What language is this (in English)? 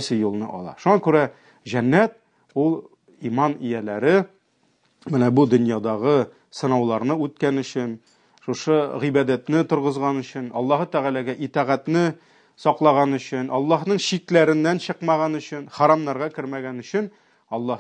Tatar